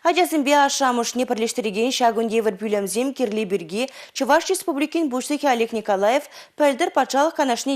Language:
Chuvash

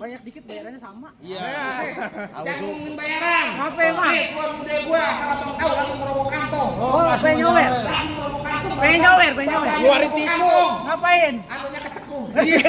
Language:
Betawi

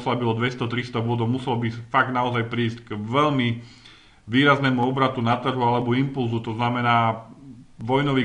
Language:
Slovak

